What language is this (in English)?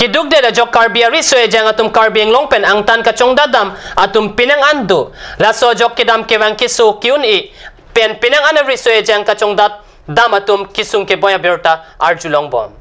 Karbi